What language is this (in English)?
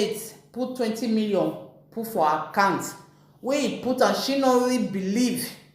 Nigerian Pidgin